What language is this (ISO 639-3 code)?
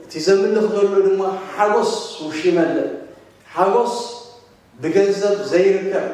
tir